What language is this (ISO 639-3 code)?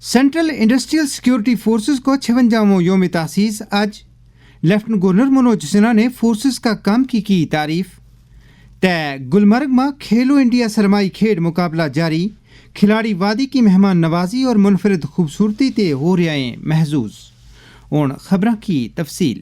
gju